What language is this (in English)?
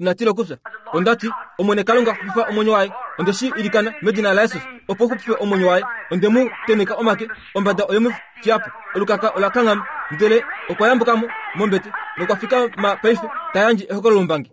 Kuanyama